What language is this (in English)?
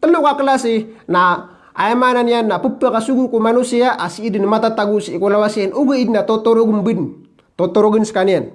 Maranao